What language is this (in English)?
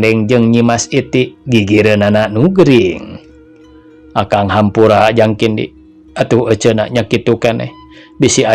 Sundanese